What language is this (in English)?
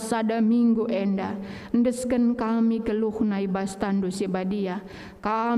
Batak Karo